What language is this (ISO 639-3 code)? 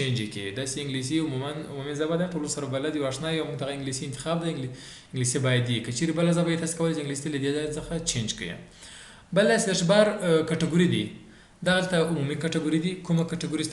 pus